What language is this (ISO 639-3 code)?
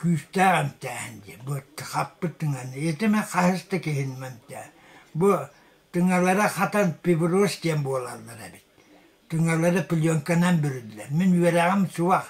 sah